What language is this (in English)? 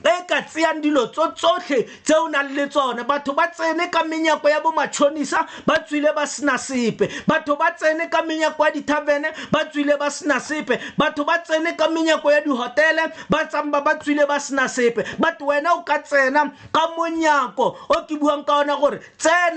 Tswana